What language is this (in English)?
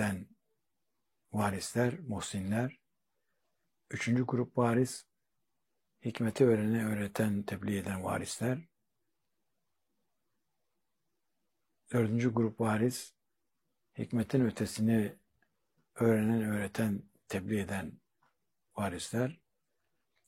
Turkish